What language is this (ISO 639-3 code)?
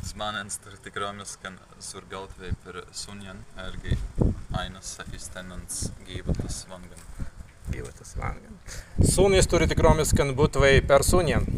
prg